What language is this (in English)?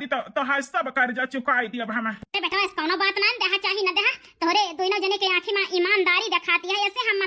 Awadhi